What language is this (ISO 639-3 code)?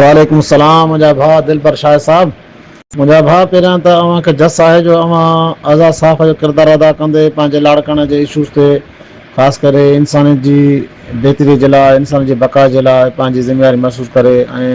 snd